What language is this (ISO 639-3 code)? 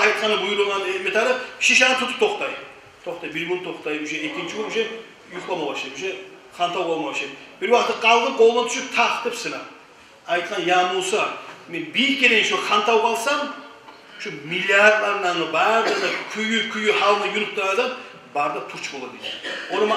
kum